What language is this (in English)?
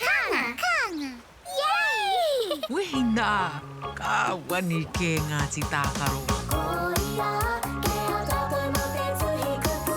Māori